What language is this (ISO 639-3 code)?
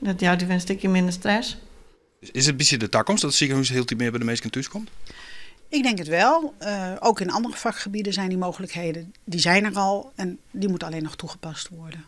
fry